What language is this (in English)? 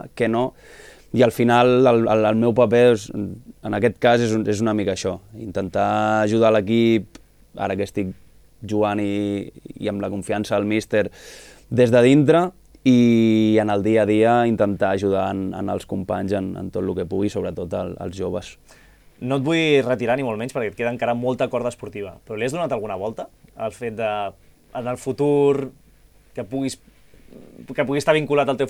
Catalan